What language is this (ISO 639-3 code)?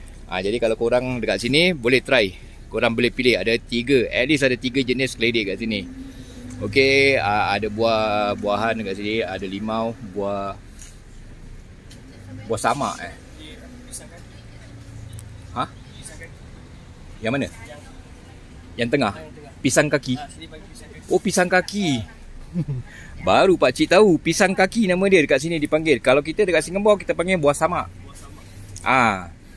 msa